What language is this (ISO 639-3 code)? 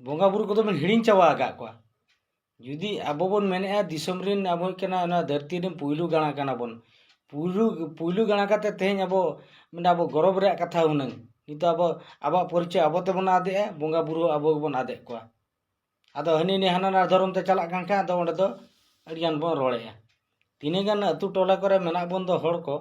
sat